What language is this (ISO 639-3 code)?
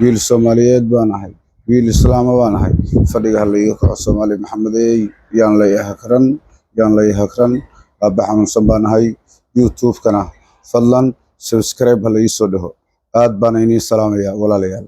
som